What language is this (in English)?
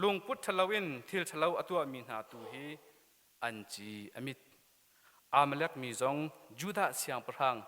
Hakha Chin